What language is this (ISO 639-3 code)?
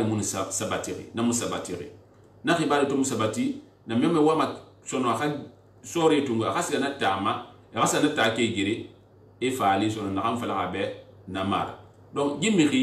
sus